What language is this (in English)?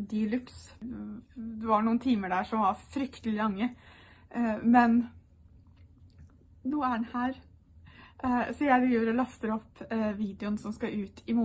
Norwegian